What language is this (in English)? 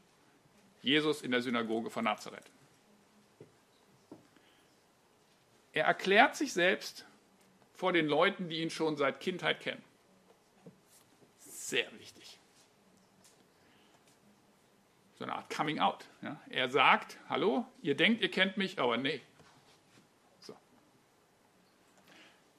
German